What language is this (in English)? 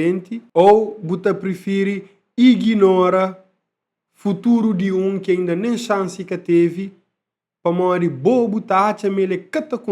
Kabuverdianu